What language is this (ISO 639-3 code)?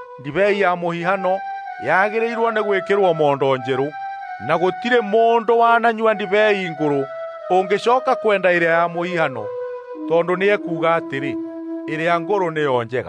kik